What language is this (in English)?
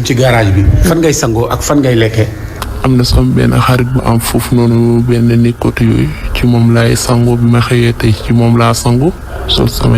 Wolof